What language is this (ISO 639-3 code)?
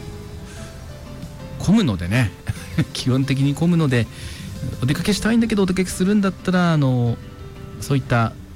jpn